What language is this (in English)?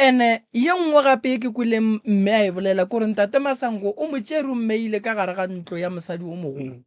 Northern Sotho